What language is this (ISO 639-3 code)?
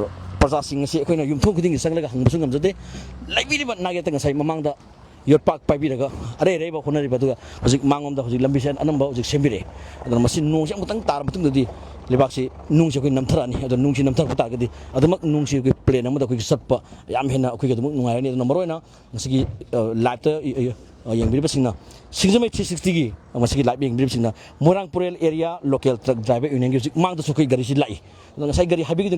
mni